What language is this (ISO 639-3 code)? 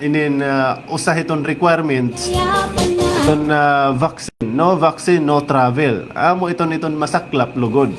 war